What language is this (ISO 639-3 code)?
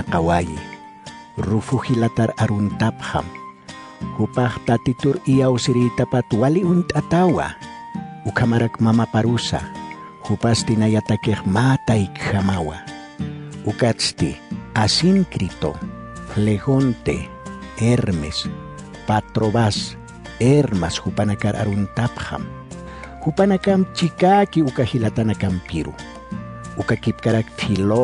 aym